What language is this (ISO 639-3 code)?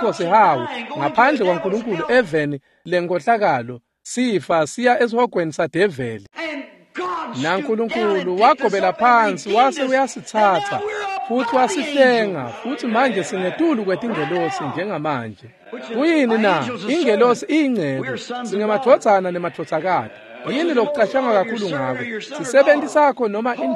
ssw